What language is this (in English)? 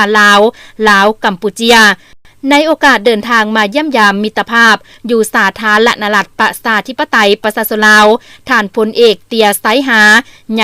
Lao